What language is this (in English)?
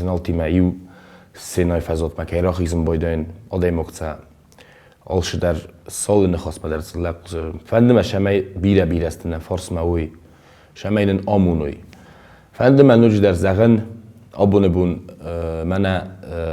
Ossetic